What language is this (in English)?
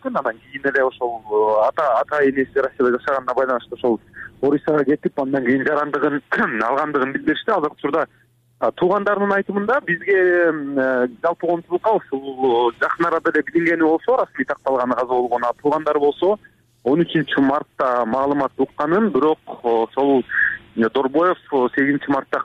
Kyrgyz